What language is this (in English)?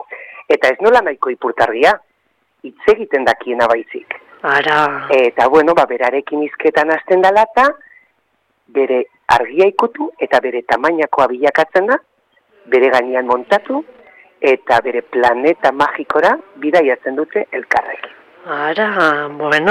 Basque